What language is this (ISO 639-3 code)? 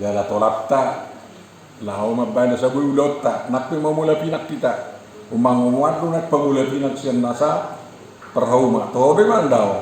bbc